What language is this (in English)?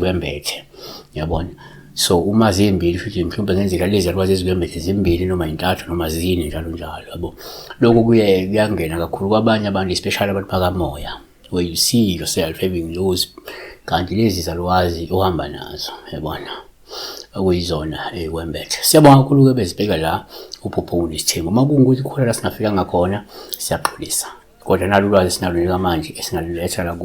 Zulu